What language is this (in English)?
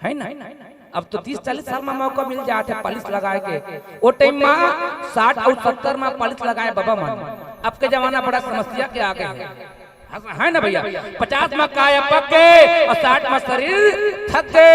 Chhattisgarhi